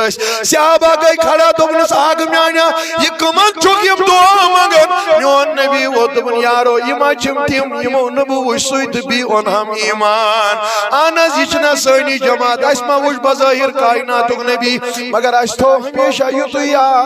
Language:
Kashmiri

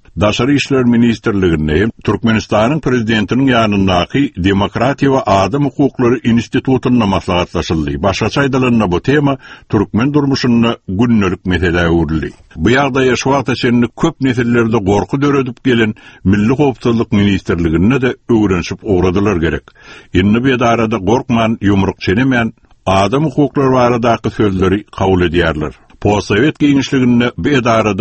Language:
Turkmen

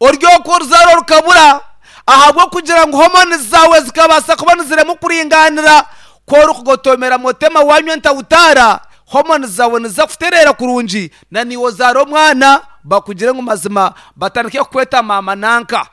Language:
Nyankole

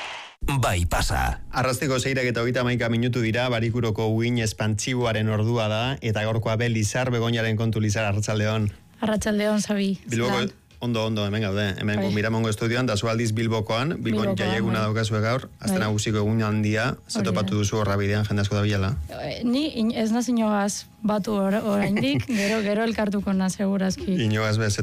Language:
Basque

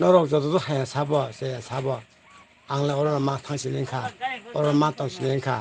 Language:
Kok Borok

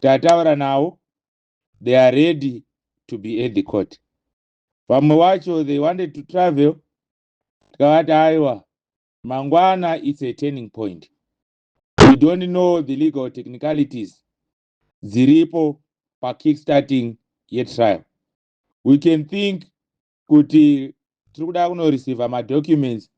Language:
Shona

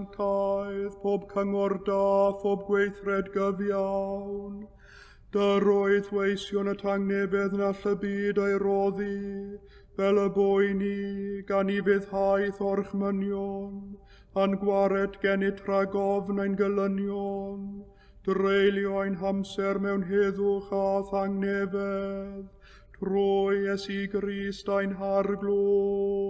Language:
Welsh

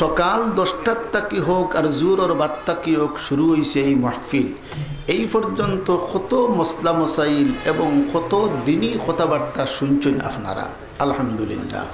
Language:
Sylheti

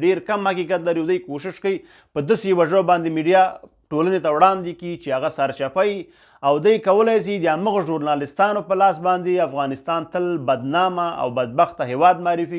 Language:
Pashto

